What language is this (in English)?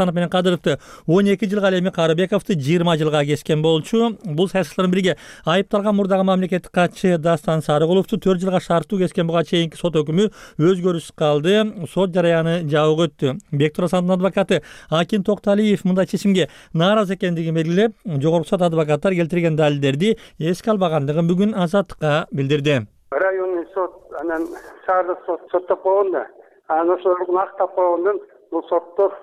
Kyrgyz